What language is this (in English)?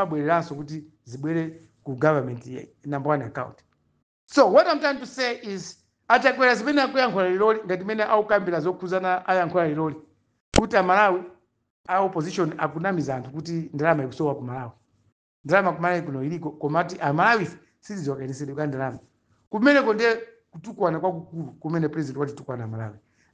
Nyanja